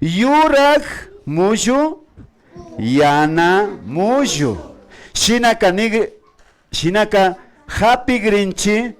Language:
Imbabura Highland Quichua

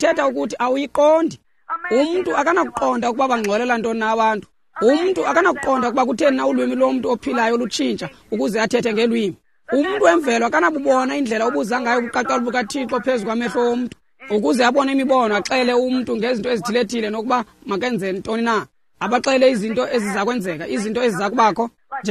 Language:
Xhosa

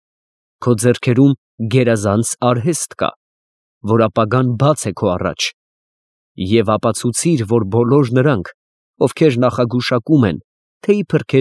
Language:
Armenian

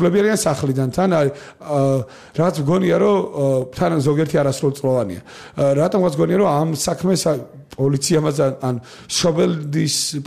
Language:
Georgian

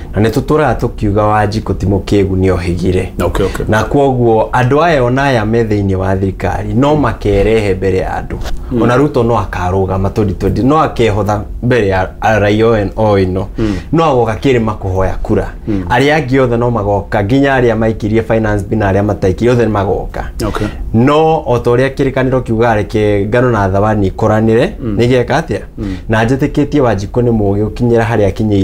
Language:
Kikuyu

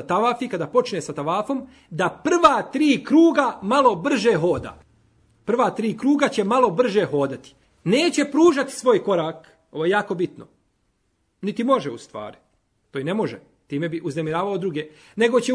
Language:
Bosnian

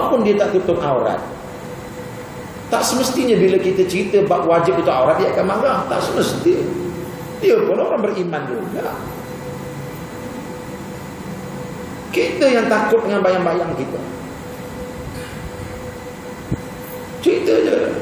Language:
Malay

